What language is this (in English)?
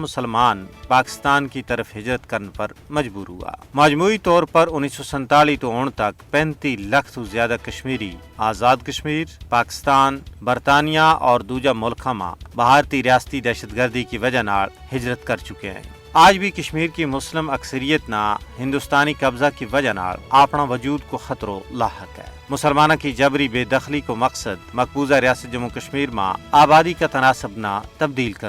Gujari